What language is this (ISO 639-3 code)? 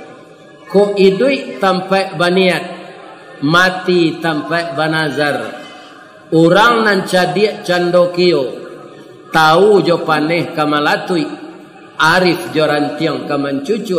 min